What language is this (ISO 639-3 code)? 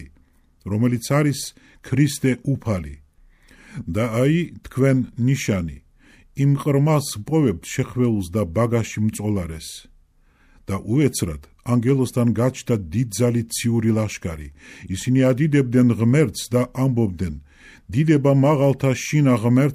kat